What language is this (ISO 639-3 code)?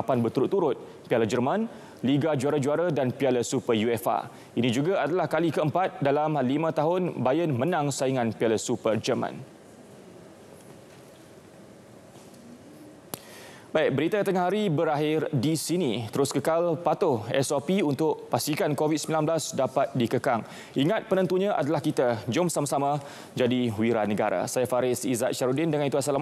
msa